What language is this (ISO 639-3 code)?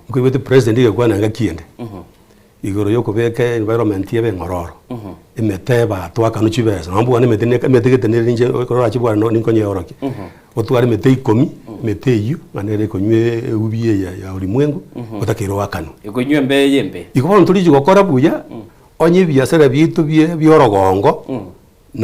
guz